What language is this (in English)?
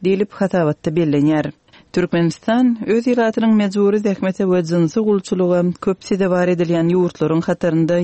Turkmen